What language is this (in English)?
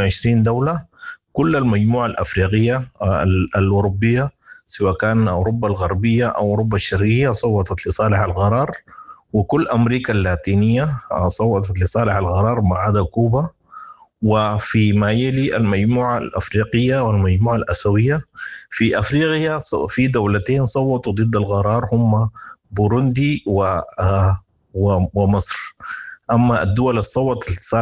Sudanese Arabic